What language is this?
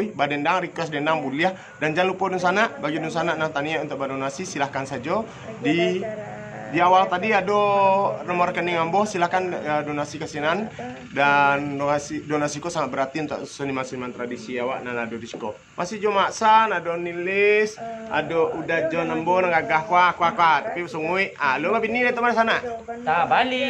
Minangkabau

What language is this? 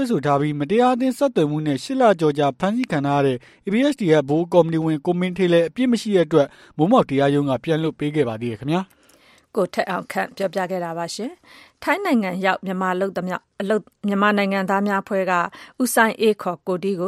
Burmese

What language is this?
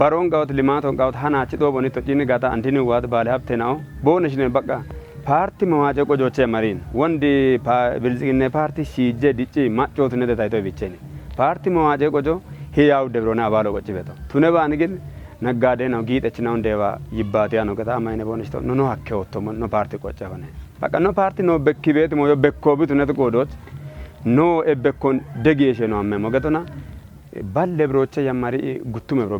Kafa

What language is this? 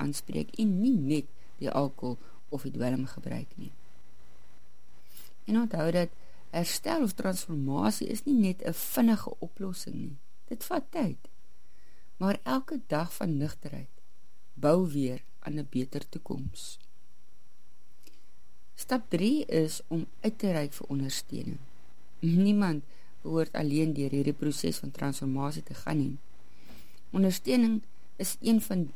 Afrikaans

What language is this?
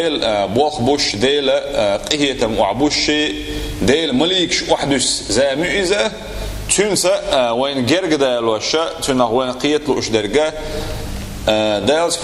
Chechen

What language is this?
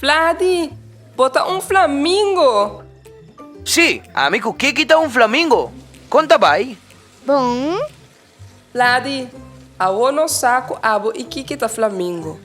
Papiamento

